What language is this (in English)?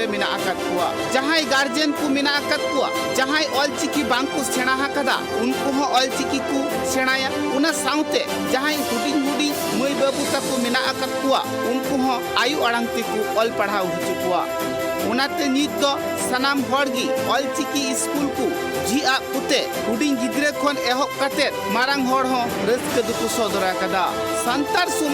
Santali